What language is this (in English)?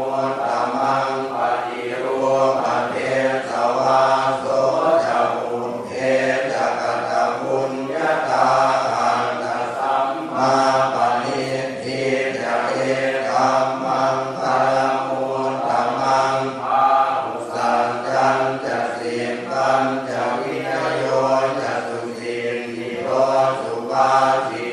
Pali